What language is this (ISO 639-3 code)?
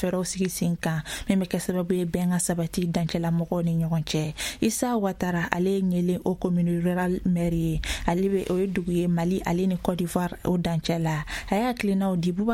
bam